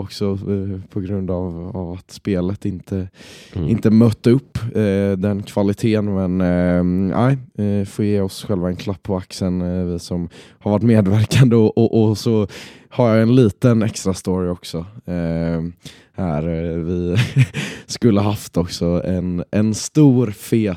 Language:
Swedish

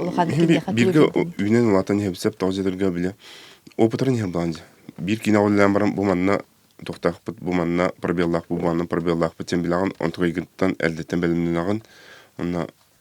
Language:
Yakut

